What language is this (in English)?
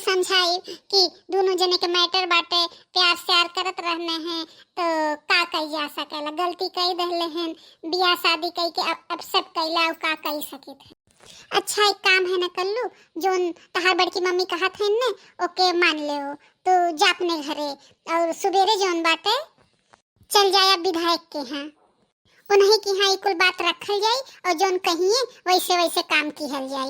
Bhojpuri